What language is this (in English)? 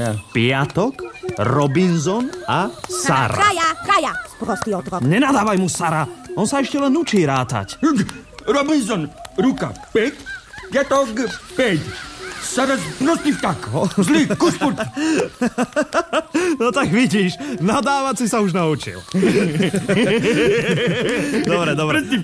Slovak